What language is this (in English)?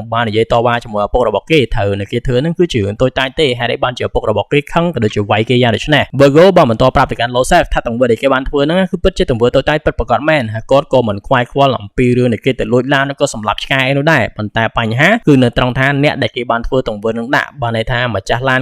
Khmer